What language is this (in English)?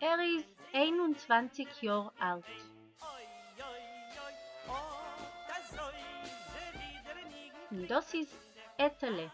Yiddish